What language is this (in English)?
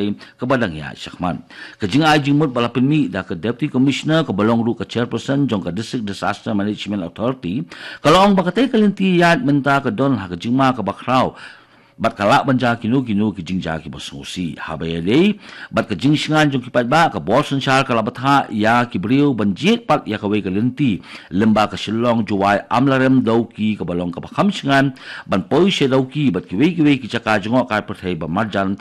Khasi